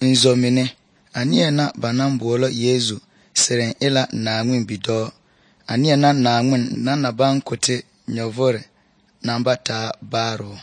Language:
Southern Dagaare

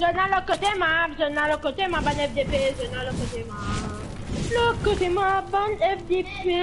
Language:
Morisyen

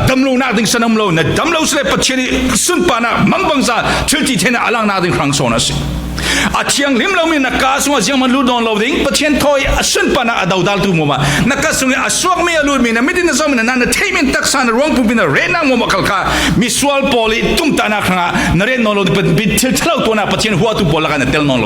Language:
Falam Chin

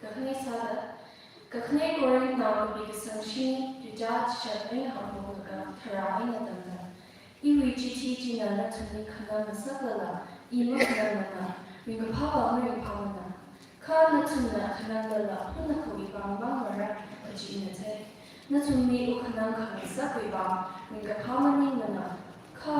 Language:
Tangkhul Naga (India)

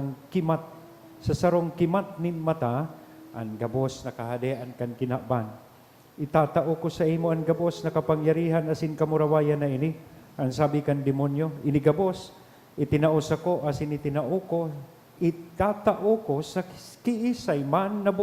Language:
Bikol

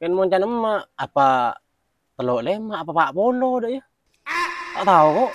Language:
Madurese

